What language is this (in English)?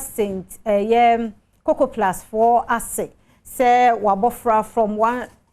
Akan